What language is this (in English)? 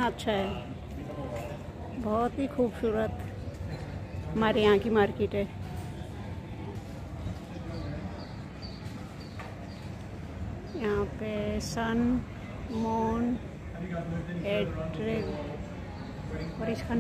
Hindi